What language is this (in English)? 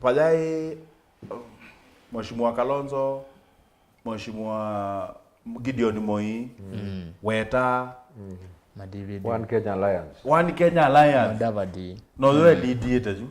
Kamba